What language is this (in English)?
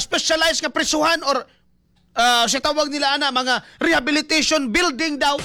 Cebuano